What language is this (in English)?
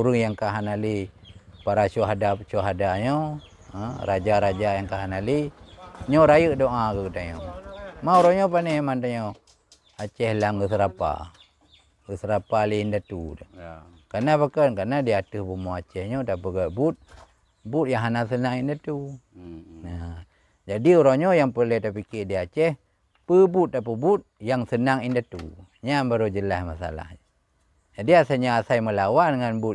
Achinese